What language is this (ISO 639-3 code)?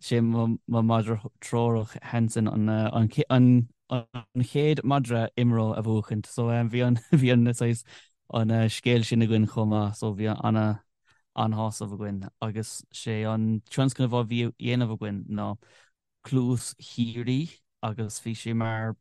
gle